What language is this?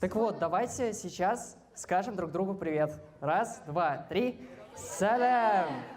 Bashkir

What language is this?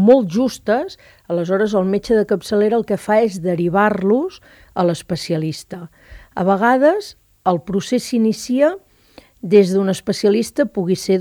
Catalan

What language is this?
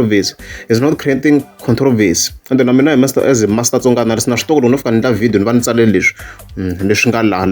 Tsonga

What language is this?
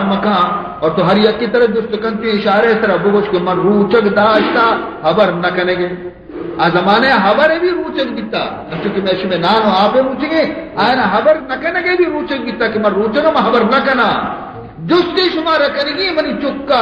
Baluchi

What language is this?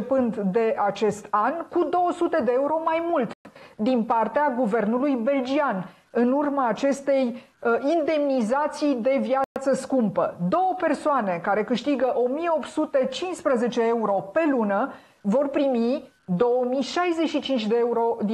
Romanian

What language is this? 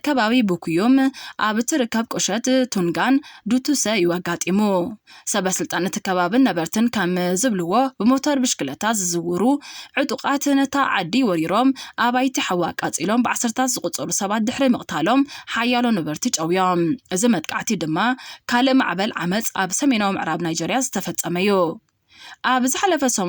Tigrinya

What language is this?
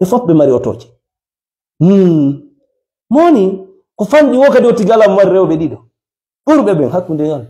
Fula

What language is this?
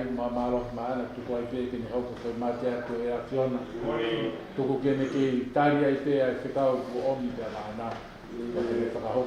Tongan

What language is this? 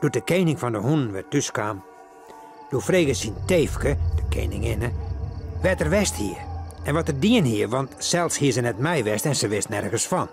Western Frisian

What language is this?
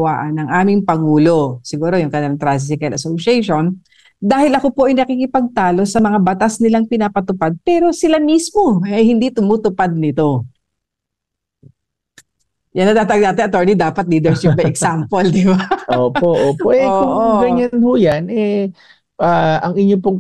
Filipino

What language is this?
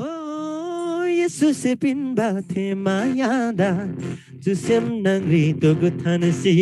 Eastern Tamang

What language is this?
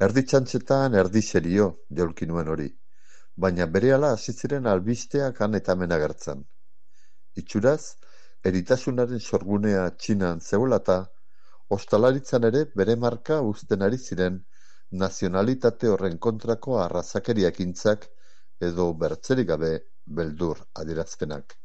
Basque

